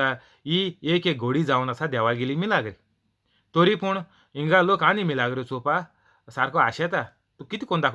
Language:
Konkani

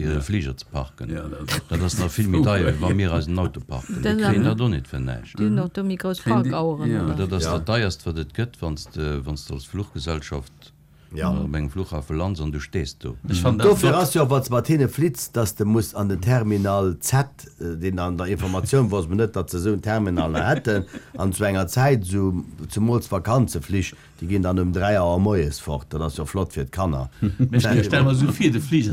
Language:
Luxembourgish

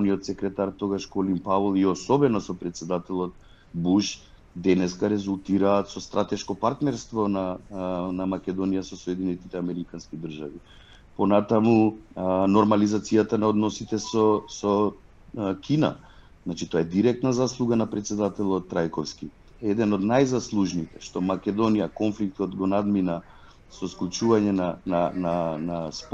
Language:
Macedonian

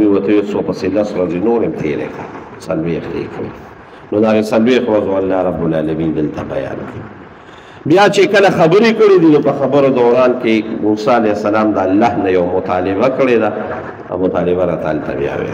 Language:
Pashto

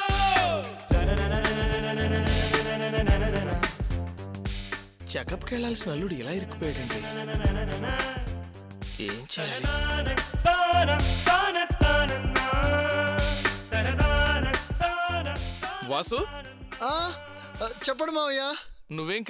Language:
Telugu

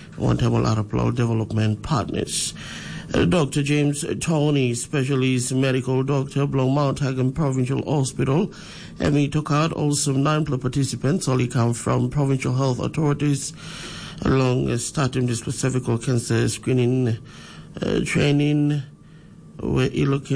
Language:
Tok Pisin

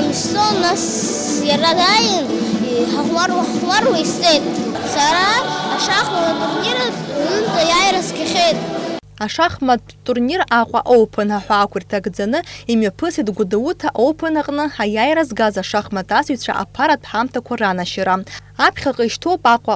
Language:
Abkhazian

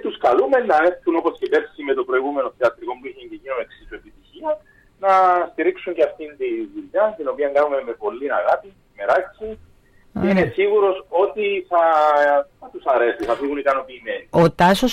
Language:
Greek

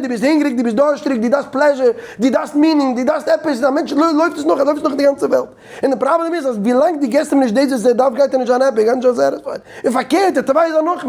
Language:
Yiddish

